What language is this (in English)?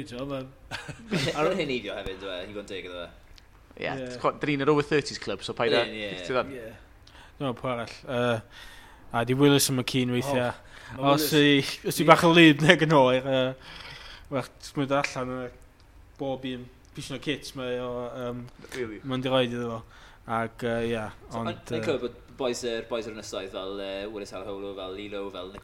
Welsh